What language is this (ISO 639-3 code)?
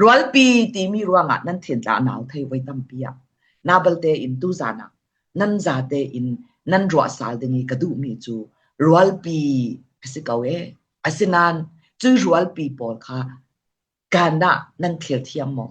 cfm